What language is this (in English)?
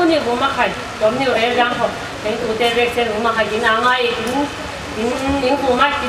Falam Chin